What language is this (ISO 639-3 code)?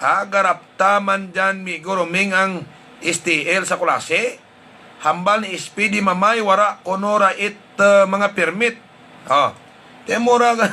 hil